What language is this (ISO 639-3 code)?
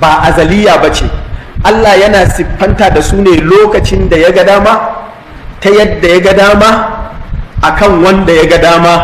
hau